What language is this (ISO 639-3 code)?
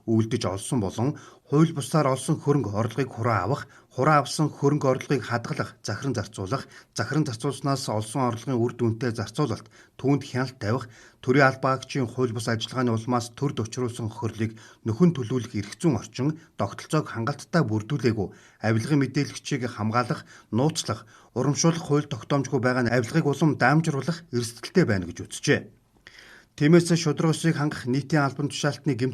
mon